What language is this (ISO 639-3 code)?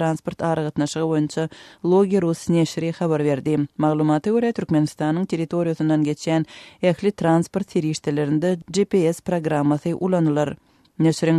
tuk